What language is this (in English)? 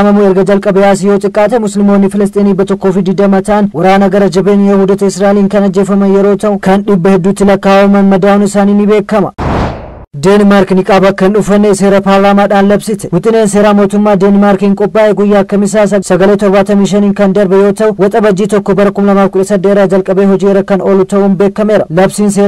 Oromo